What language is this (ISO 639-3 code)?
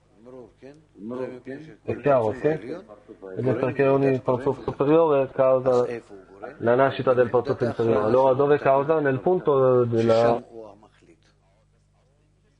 ita